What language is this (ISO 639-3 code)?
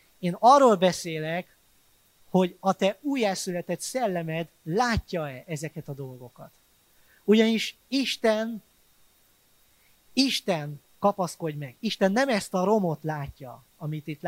hun